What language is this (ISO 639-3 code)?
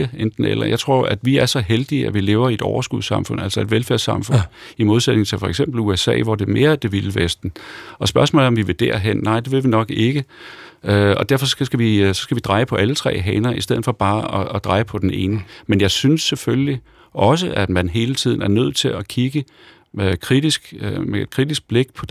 dan